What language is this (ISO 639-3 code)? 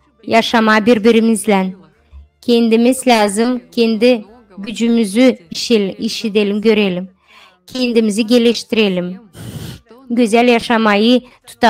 gag